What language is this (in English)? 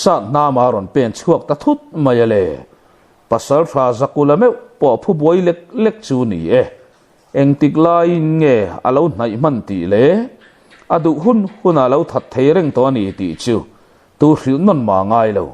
Mizo